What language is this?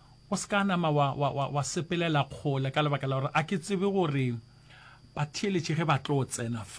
Northern Sotho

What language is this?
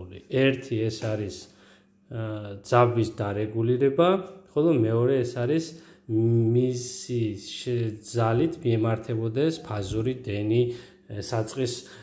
Georgian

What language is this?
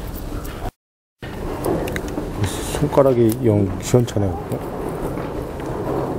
Korean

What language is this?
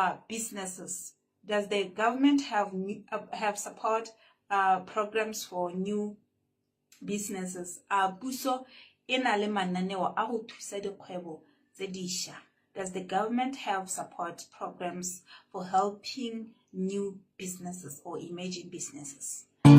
Tswana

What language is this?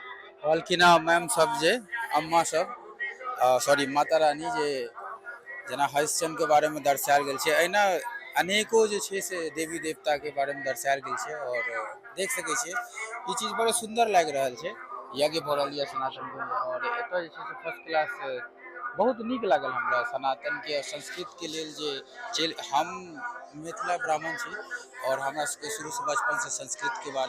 Maithili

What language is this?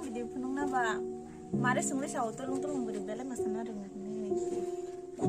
Kok Borok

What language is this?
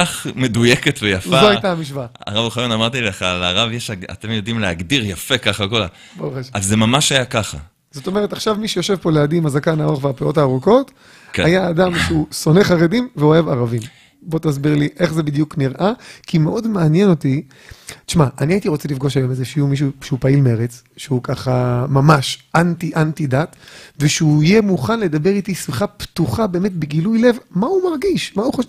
Hebrew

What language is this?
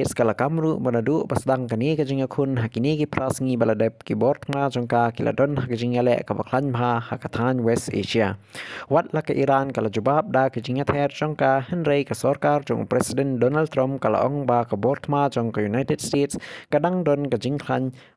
Khasi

